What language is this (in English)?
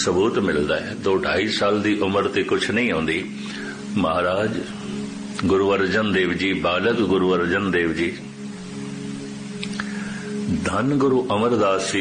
Punjabi